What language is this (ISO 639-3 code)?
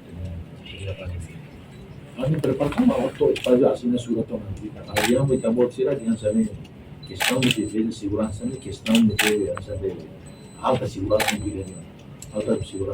tet